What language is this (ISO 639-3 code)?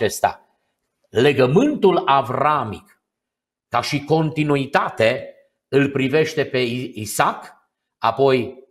ron